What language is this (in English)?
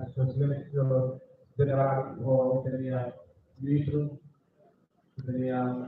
Tetum